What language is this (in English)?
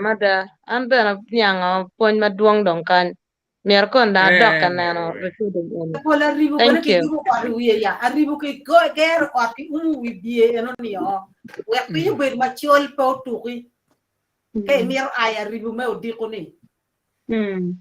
Acoli